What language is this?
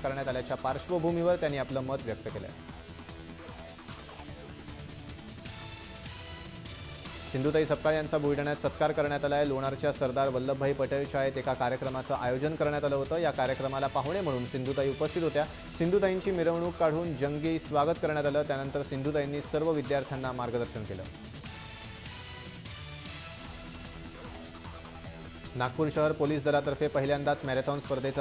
Marathi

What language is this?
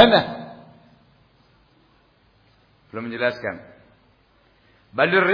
Indonesian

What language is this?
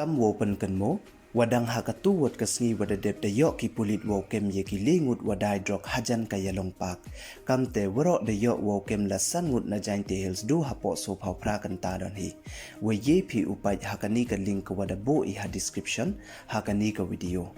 Pnar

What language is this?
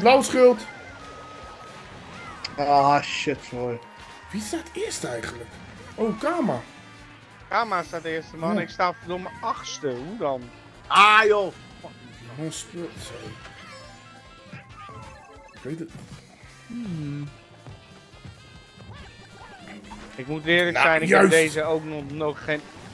Dutch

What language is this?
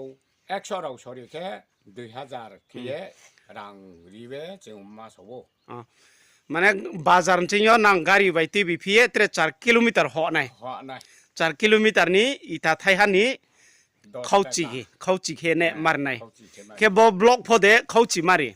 Riang (India)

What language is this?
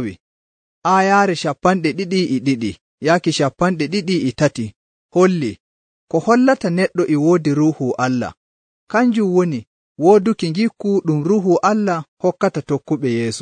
Nigerian Fulfulde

